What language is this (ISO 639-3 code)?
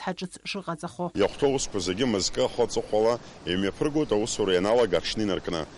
abk